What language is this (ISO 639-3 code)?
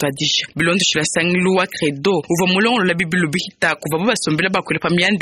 lua